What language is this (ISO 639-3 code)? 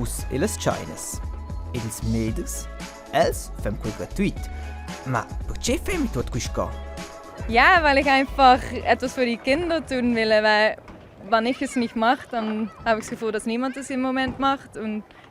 roh